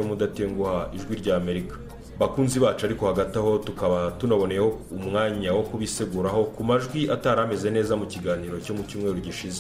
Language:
Kinyarwanda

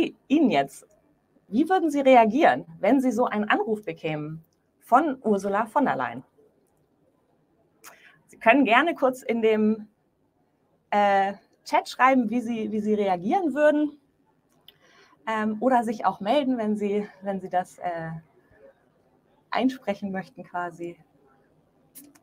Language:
German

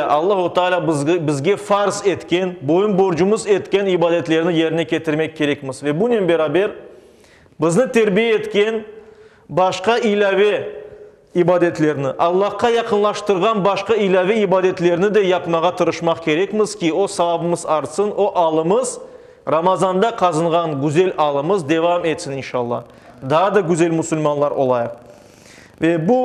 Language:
Crimean Tatar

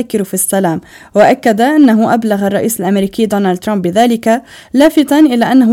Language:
Arabic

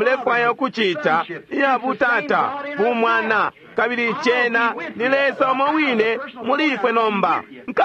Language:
Bemba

